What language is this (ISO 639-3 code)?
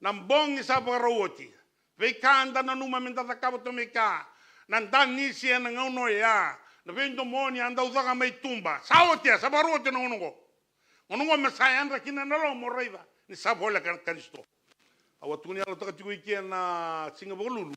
fij